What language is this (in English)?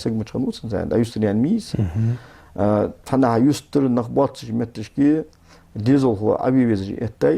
Ingush